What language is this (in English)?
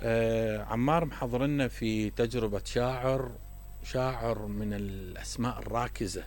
Mesopotamian Arabic